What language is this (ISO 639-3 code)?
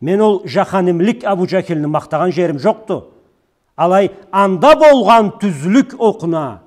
krc